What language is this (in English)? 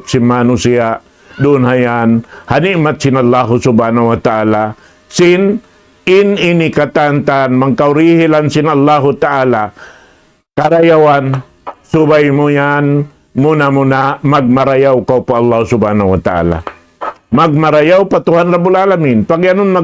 Tausug